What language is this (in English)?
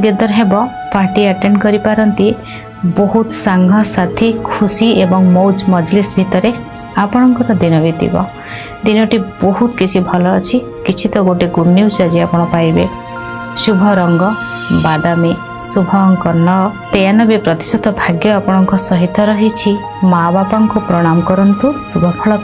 Odia